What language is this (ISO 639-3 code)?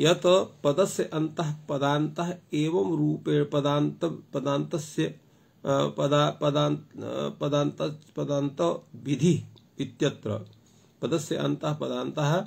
san